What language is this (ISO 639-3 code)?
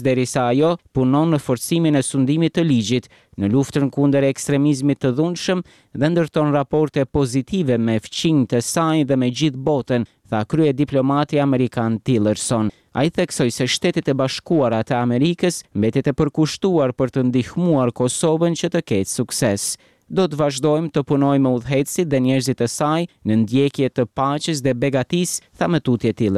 sqi